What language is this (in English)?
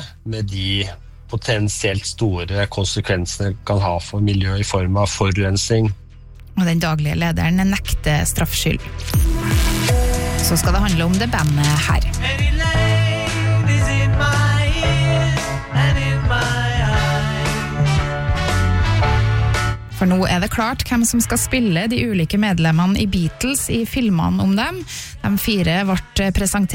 Norwegian